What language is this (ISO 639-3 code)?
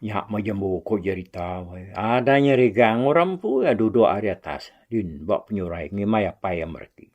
iba